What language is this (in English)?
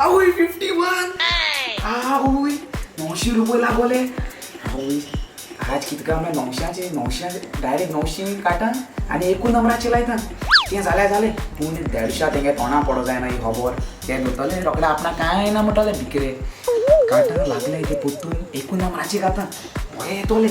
Konkani